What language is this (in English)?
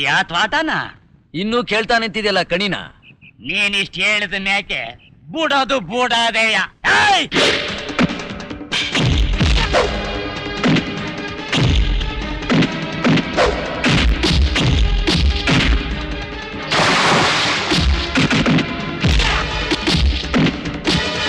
Kannada